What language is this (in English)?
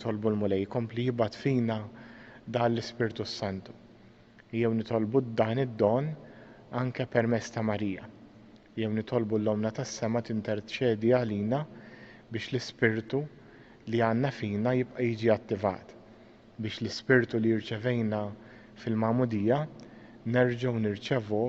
Maltese